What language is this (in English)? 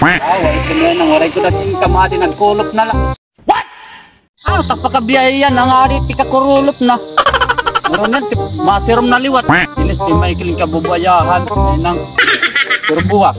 Waray